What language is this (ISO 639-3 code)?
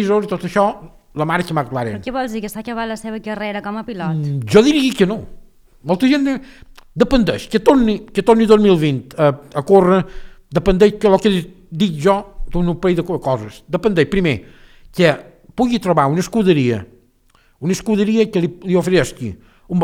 cat